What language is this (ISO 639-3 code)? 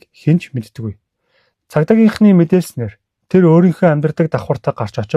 mon